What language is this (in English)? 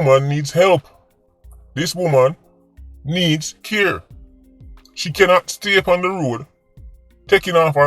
Jamaican Creole English